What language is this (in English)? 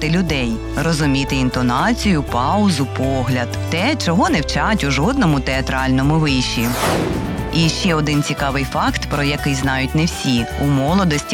Ukrainian